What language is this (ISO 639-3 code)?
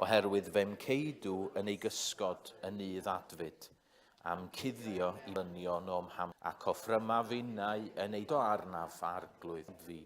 cym